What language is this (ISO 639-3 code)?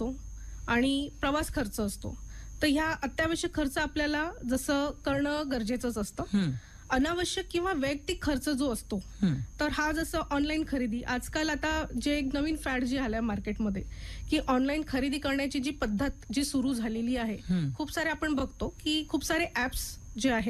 mar